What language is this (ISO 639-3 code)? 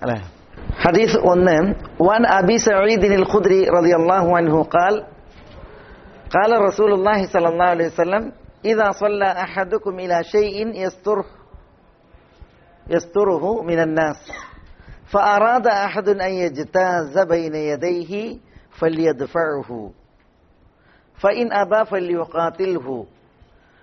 mal